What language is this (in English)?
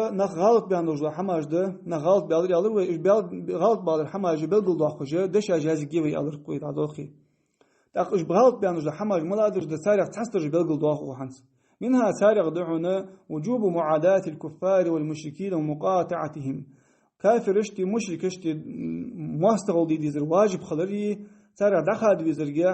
Ingush